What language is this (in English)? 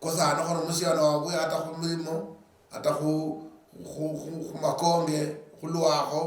Luyia